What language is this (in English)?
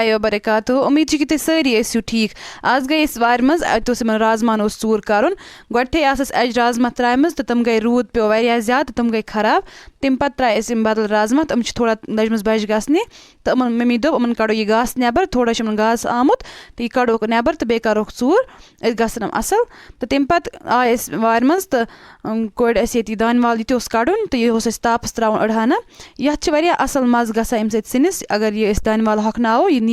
Kashmiri